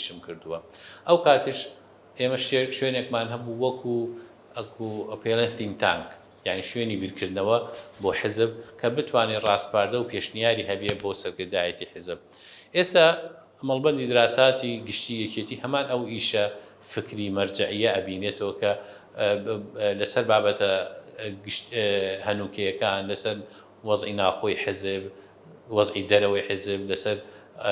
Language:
Central Kurdish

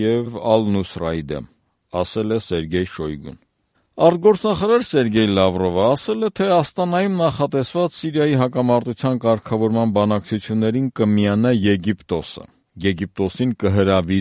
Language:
Armenian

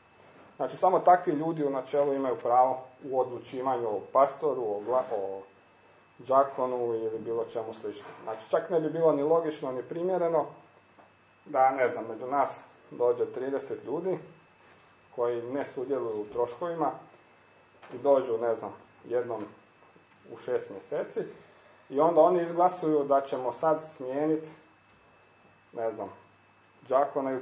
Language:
Croatian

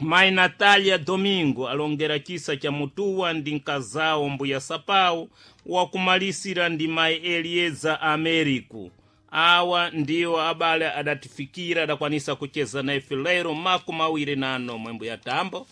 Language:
Sena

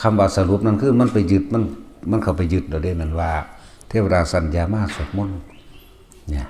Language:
Northeastern Thai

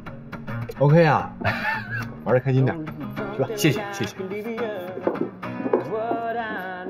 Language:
Chinese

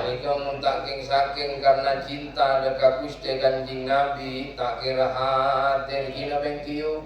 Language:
Madurese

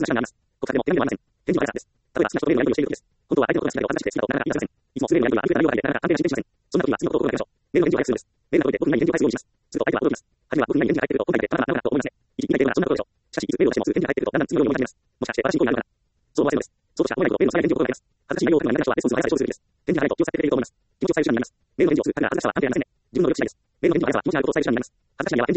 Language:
Japanese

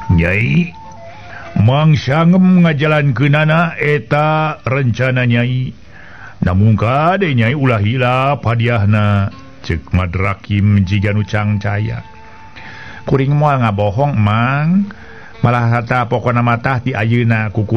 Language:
Sundanese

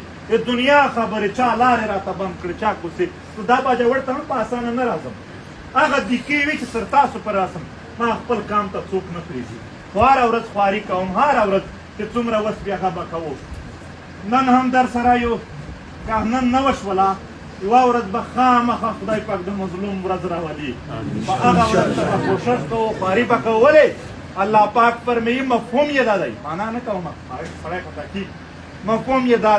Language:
Pashto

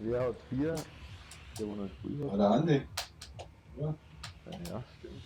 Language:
Bavarian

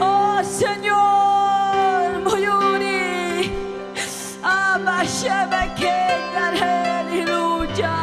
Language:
Ayacucho Quechua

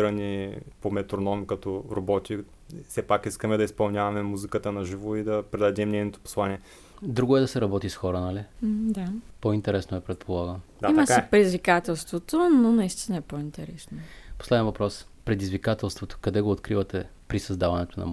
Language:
Bulgarian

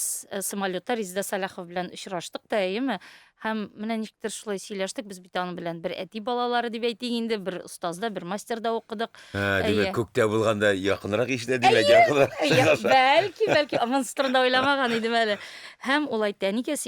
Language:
Tatar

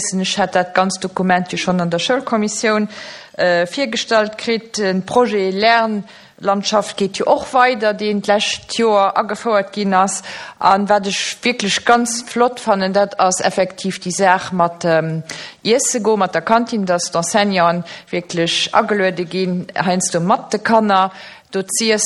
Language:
Luxembourgish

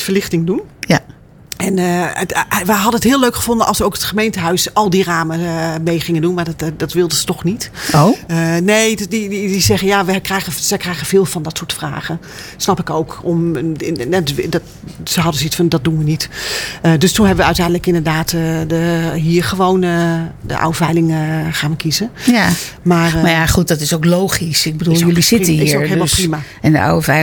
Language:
Dutch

